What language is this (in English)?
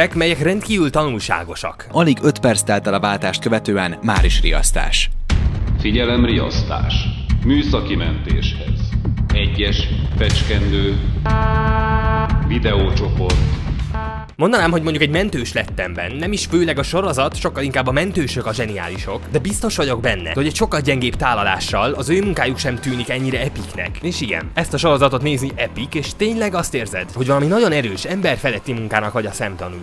Hungarian